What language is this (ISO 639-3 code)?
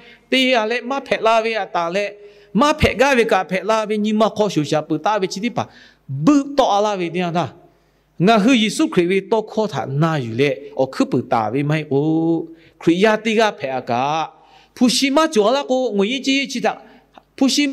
lhu